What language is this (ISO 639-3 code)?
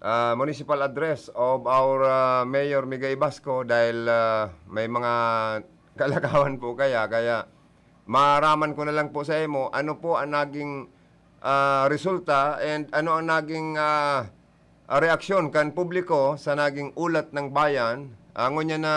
bik